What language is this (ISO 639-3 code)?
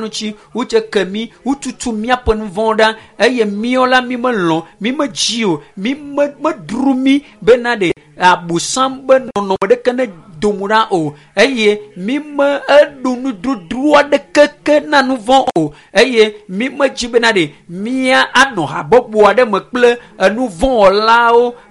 ewe